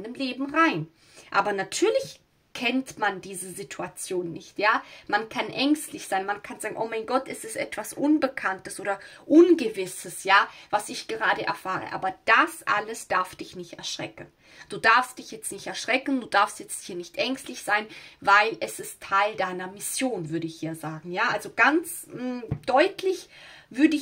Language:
German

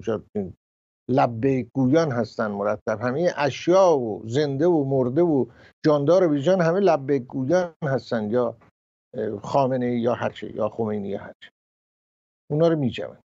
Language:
Persian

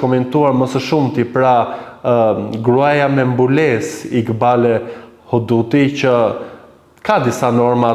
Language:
Albanian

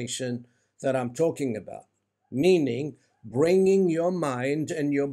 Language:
English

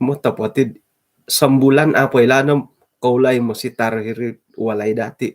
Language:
Central Dusun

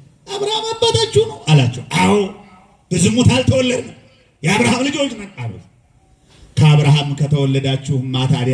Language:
Amharic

